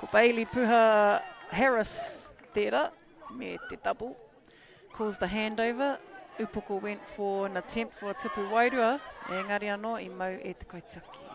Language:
Māori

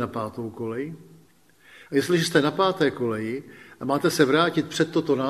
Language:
Czech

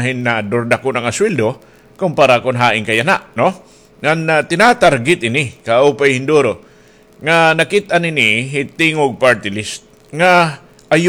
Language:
Waray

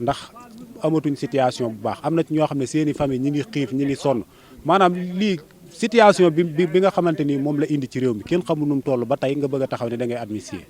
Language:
Wolof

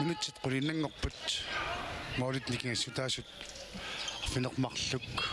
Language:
Kalaallisut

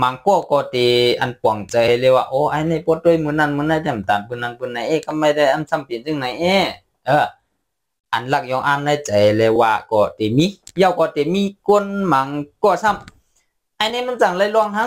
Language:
Shan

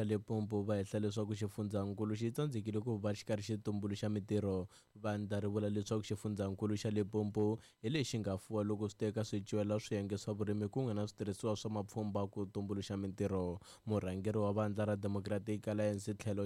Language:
Tsonga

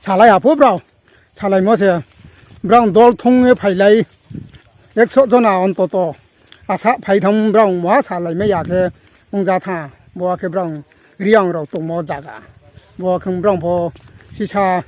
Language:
Riang (India)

